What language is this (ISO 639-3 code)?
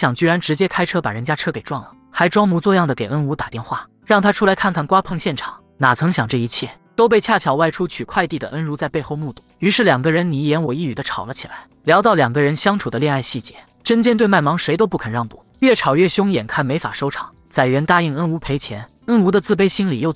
zho